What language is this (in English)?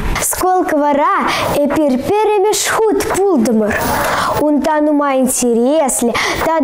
Chuvash